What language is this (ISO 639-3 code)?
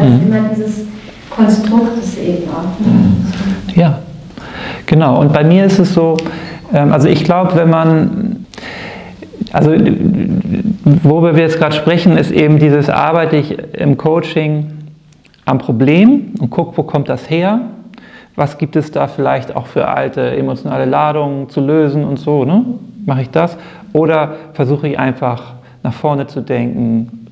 deu